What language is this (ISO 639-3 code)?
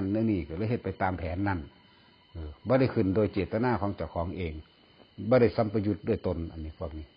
tts